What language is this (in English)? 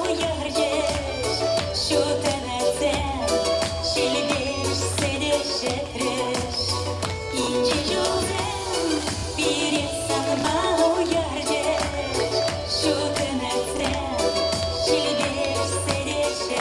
Chuvash